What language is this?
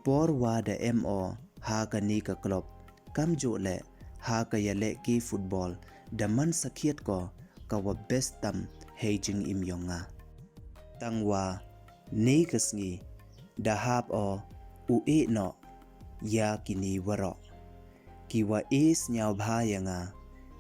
Pnar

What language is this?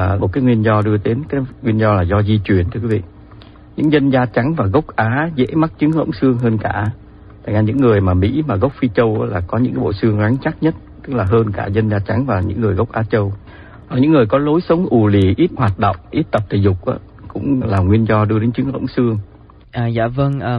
Vietnamese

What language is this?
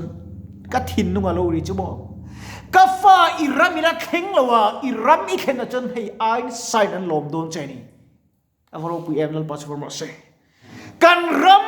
Mizo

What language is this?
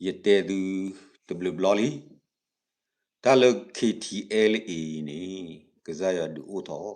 S'gaw Karen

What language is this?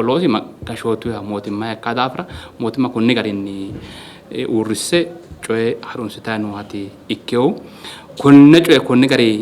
Sidamo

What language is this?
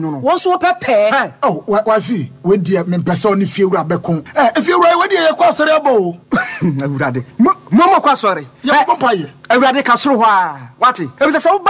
Akan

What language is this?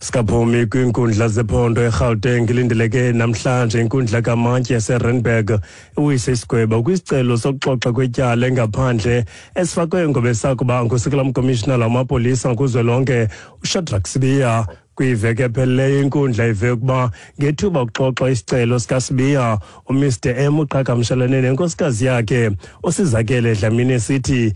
Xhosa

